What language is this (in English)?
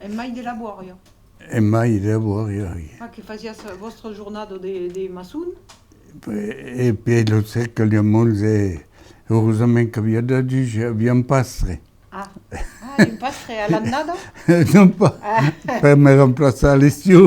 Occitan